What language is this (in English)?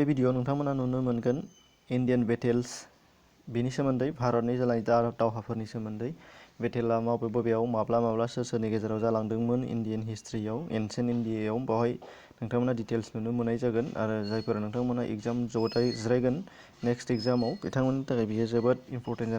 Bodo